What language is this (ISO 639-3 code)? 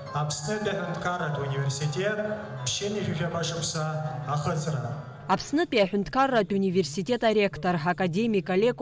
abk